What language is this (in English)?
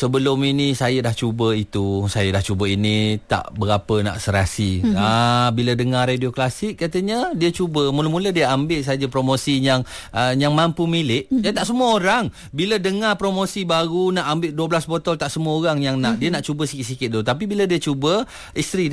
Malay